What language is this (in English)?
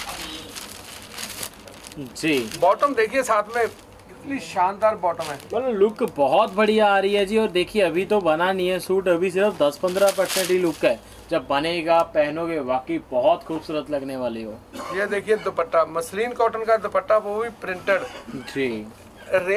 Hindi